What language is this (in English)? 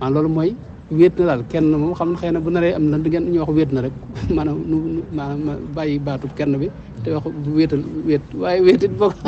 Wolof